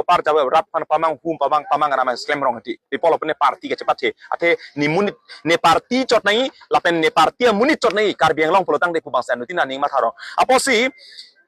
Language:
Karbi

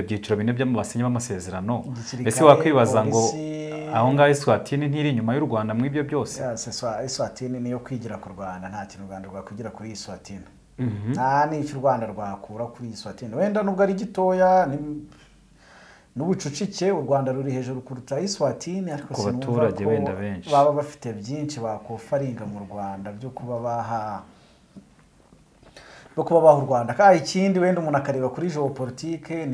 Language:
Kinyarwanda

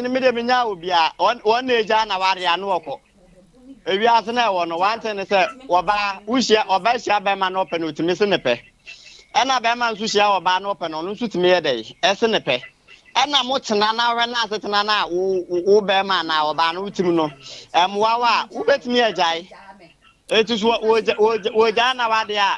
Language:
Akan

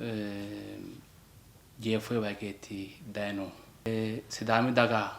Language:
Sidamo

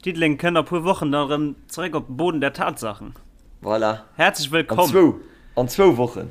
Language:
Luxembourgish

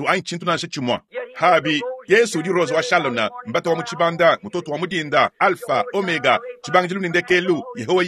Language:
Luba-Lulua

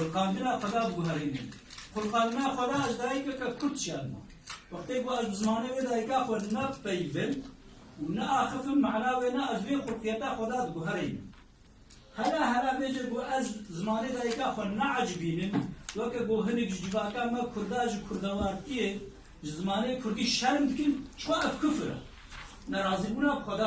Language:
Kurdish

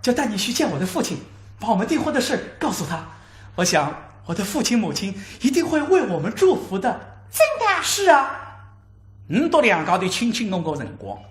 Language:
Wu Chinese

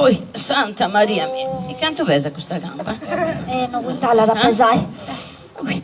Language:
Sardinian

